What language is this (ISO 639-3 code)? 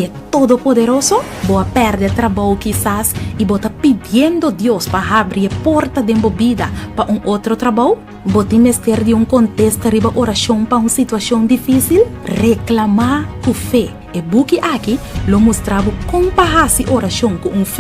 pap